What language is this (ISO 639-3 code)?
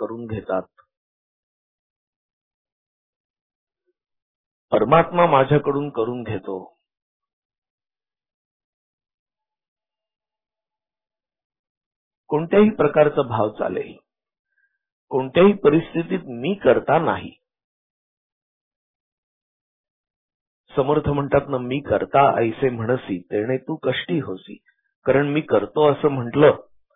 mar